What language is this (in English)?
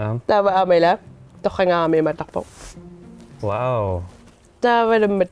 Kalaallisut